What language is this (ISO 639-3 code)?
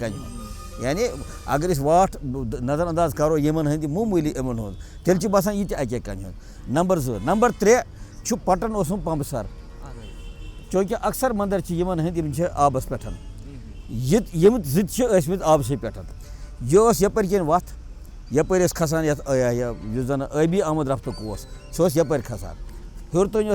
kas